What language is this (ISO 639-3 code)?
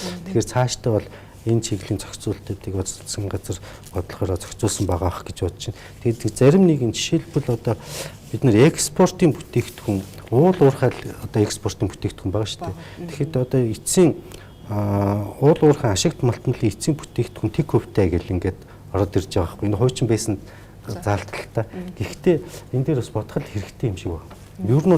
mon